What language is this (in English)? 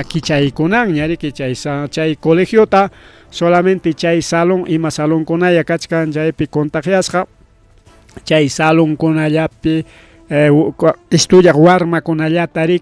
Ayacucho Quechua